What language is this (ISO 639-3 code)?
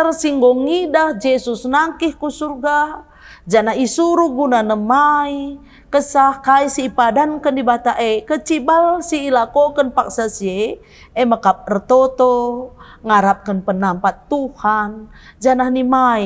btx